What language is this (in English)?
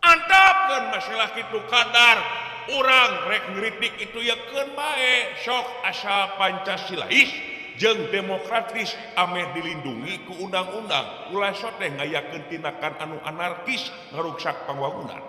Sundanese